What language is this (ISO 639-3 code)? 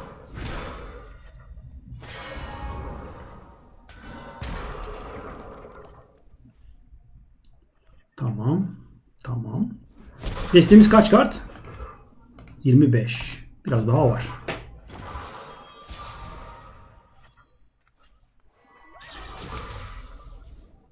tur